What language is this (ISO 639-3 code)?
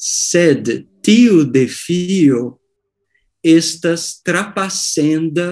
epo